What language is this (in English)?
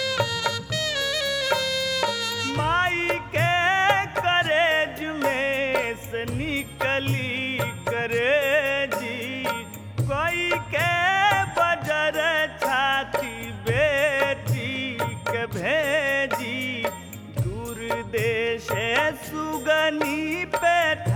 Bhojpuri